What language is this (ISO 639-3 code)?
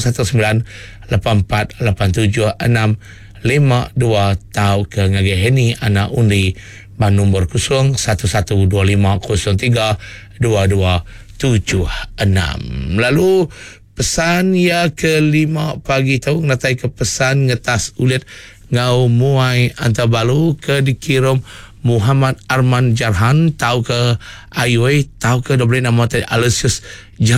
iba